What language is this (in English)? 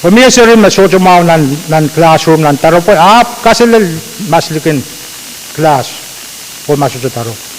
Pohnpeian